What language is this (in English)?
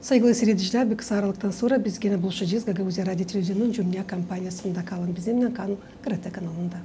Gagauz